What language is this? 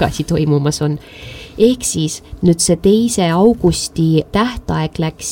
Estonian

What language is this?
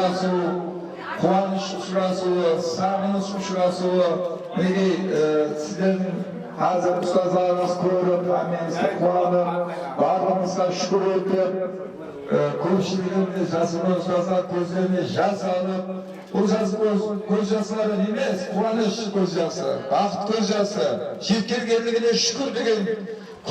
Kara-Kalpak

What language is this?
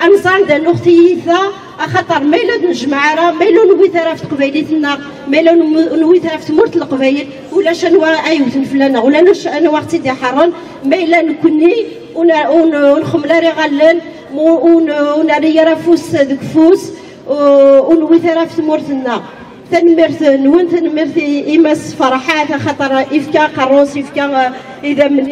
Kabyle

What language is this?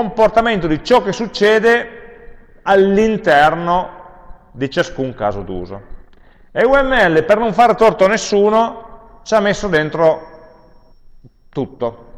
Italian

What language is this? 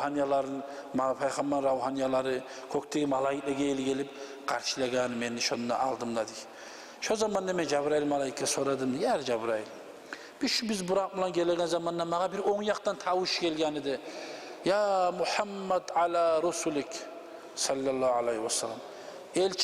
Kumyk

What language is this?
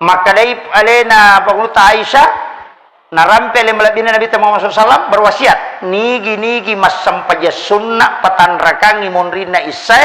Buginese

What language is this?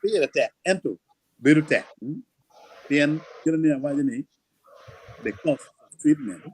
Acoli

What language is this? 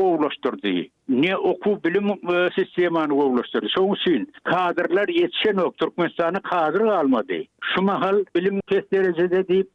Turkmen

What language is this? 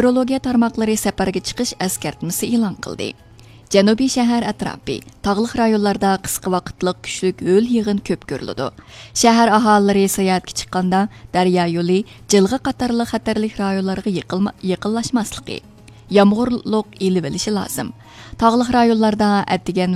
Uyghur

